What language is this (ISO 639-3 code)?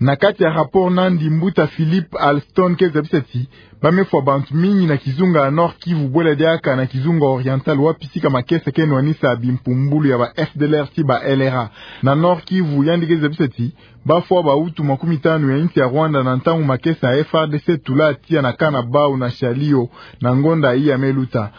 ktu